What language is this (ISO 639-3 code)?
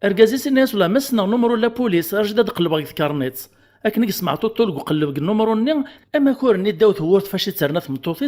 kab